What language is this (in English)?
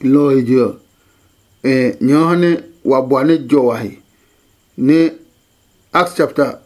Adangme